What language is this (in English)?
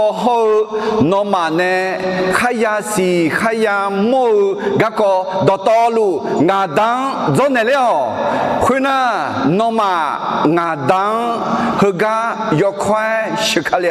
Akha